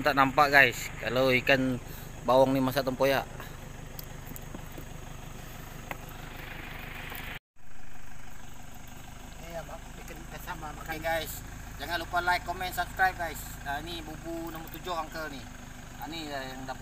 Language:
Malay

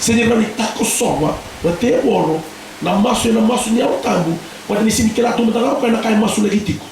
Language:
Fijian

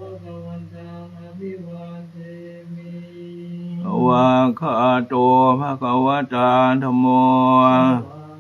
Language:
Pali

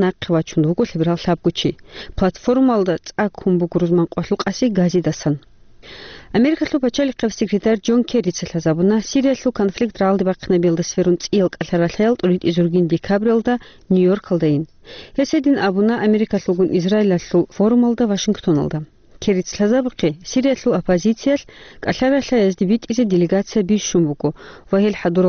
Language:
Avaric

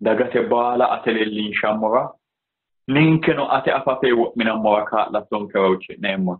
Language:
Sidamo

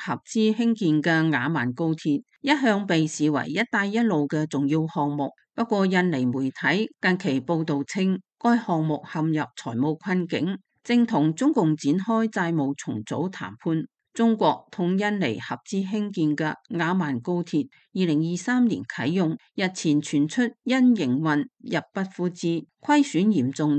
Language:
Cantonese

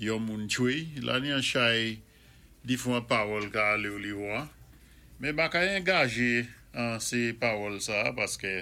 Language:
Saint Lucian Creole French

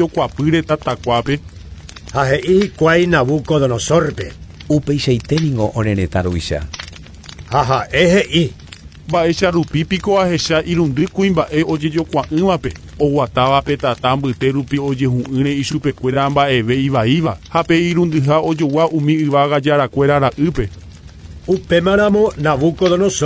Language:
Guarani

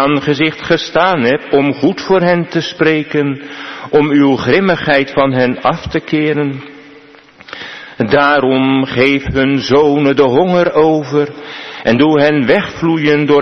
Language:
Dutch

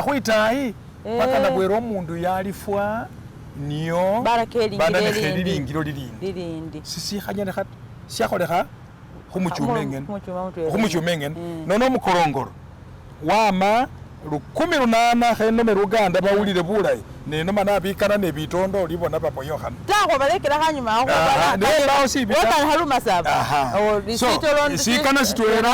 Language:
Masaaba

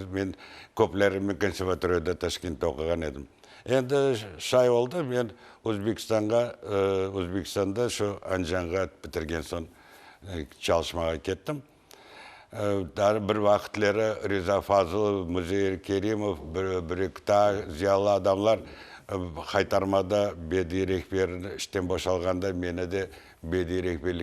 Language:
Crimean Tatar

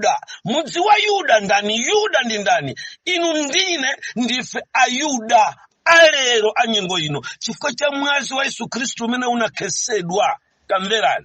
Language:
Nyanja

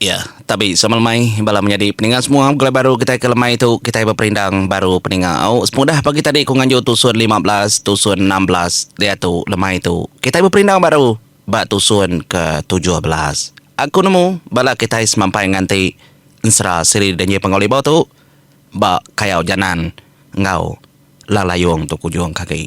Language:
Iban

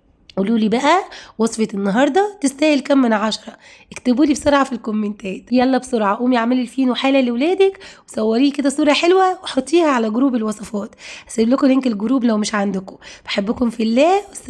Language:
Egyptian Arabic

